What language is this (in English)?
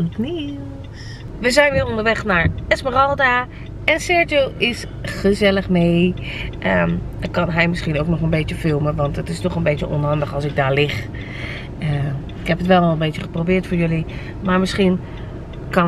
Dutch